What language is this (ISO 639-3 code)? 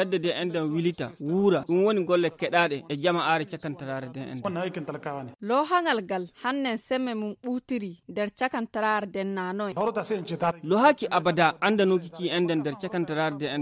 ful